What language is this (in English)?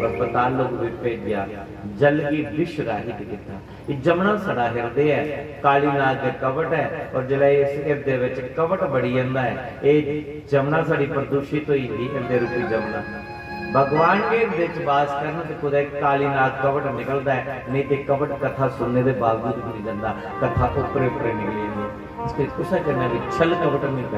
Dogri